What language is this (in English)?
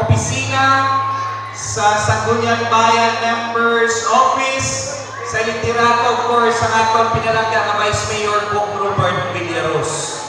Hiligaynon